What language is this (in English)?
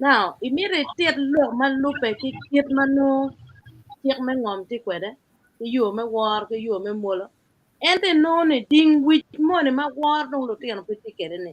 Acoli